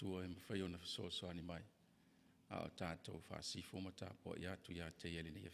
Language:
Samoan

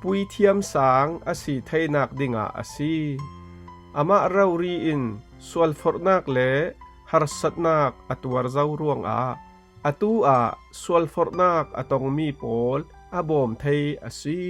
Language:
Falam Chin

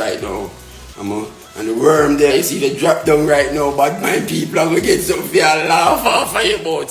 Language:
Jamaican Creole English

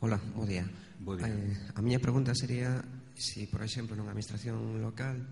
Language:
Galician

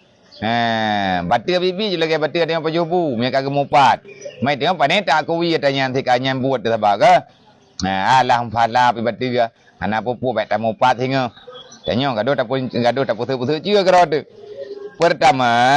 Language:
Achinese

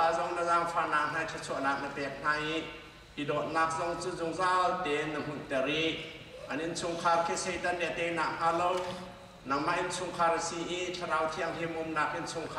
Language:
Hakha Chin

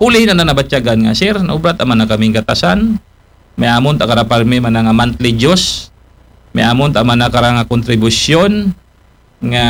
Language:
Aklanon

